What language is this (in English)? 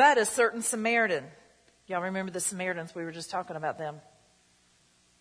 English